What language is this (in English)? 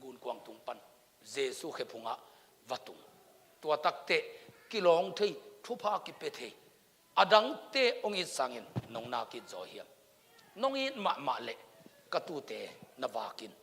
Tedim Chin